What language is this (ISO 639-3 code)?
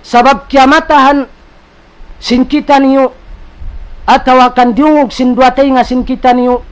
tsg